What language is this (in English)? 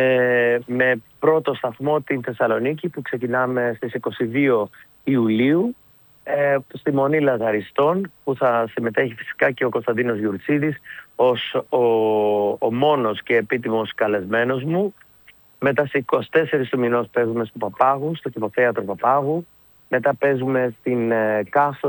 Greek